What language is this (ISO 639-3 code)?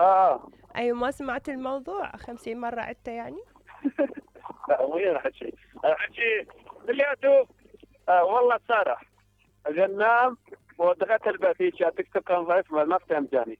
acm